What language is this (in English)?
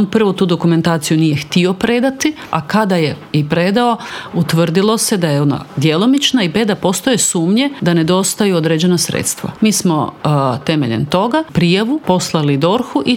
Croatian